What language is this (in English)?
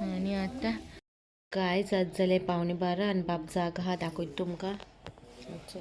Konkani